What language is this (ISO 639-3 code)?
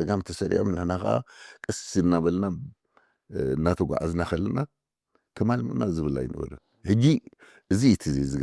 tir